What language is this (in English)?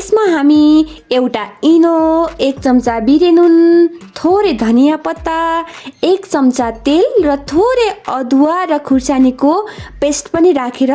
Nepali